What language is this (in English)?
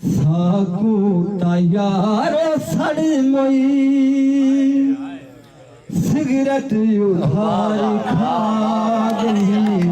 Saraiki